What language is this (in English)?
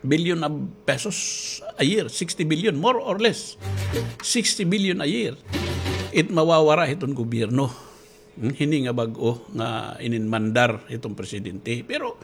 Waray